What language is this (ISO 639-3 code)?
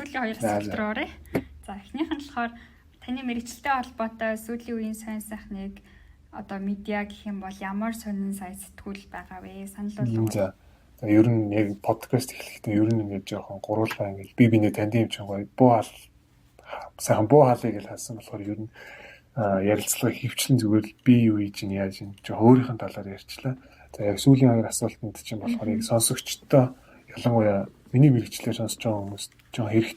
mon